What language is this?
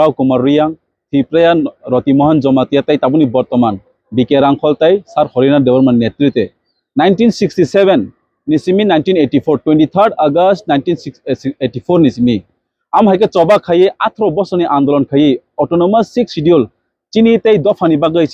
Kok Borok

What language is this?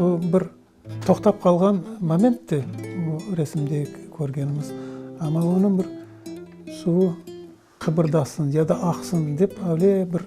Crimean Tatar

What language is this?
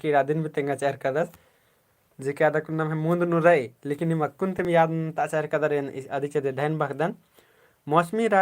Kurukh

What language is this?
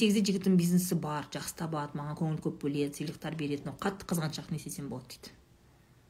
Kazakh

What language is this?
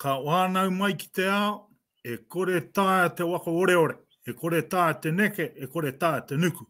Māori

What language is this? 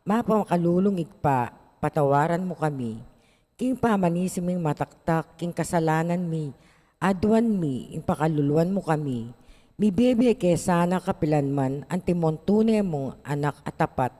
Pampanga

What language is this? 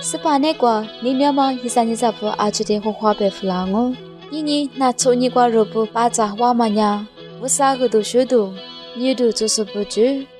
Lisu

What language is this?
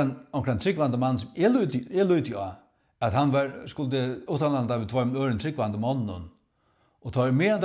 Faroese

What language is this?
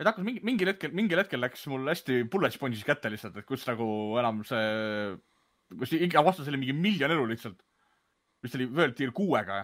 Estonian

